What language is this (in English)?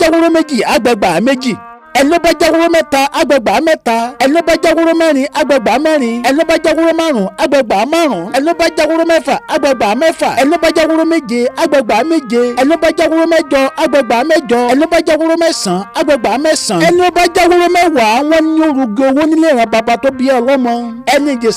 Yoruba